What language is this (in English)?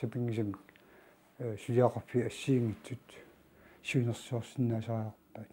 Kalaallisut